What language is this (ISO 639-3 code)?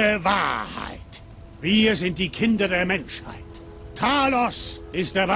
bar